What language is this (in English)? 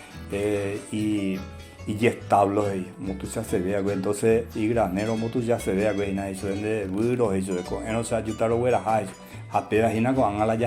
Guarani